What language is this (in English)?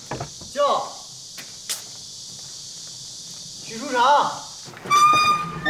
Chinese